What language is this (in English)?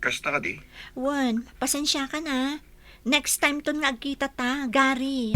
Iloko